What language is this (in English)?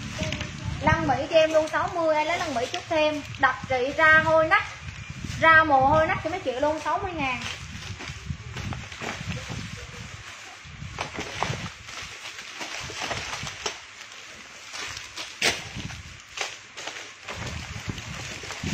Vietnamese